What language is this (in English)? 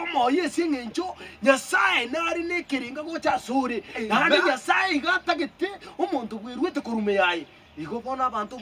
Gusii